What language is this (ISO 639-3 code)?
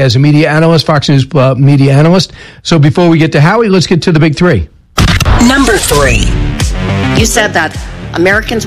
eng